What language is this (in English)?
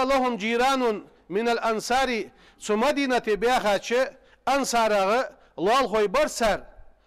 Ingush